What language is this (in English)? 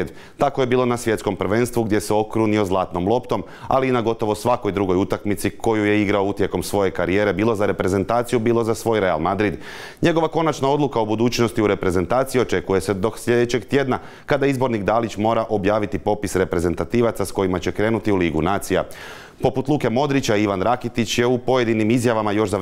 Croatian